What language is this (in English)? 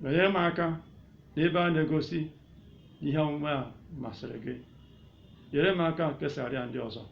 Igbo